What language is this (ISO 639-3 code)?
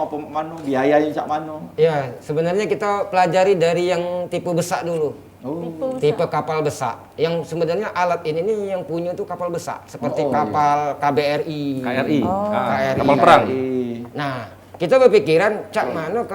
mui